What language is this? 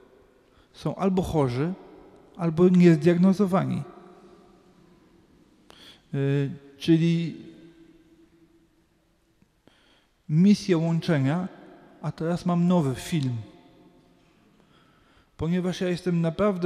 Polish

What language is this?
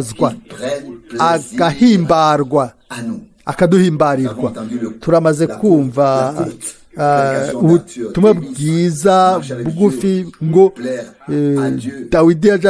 Rundi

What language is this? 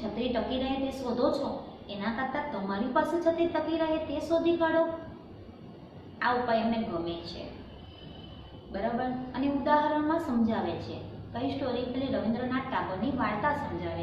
Gujarati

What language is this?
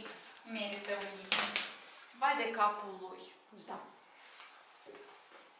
Romanian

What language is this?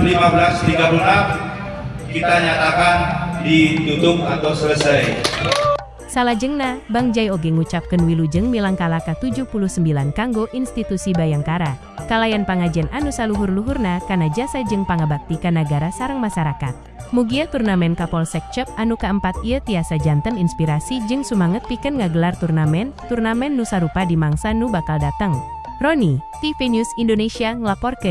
Sundanese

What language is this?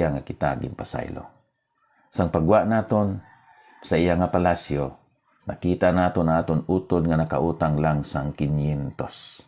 Hiligaynon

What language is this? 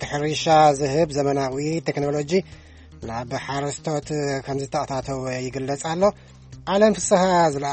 Tigrinya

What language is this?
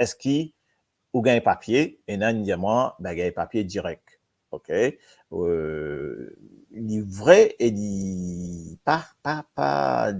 Morisyen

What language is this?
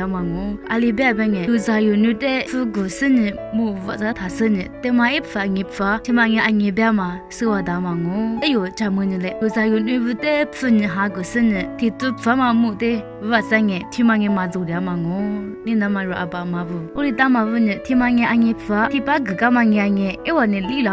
Lisu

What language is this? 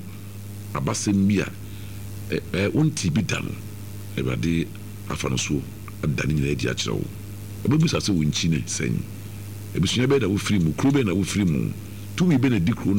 Akan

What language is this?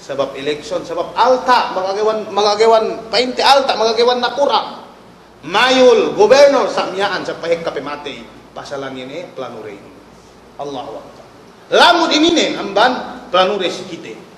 Yakan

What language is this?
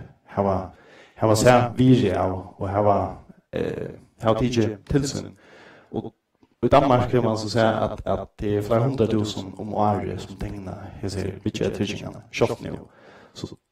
Faroese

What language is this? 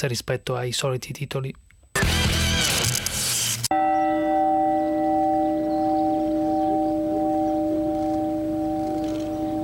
Italian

